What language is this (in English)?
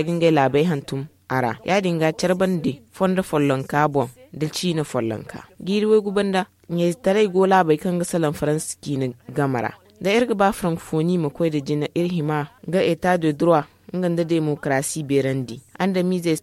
Zarma